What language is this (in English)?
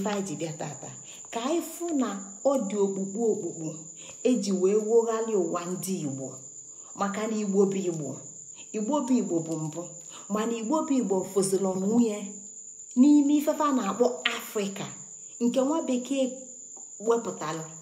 Igbo